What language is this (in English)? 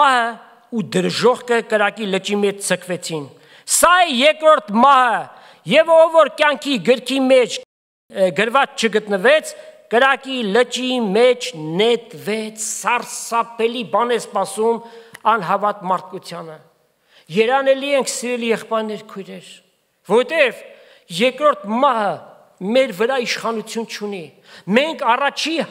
Armenian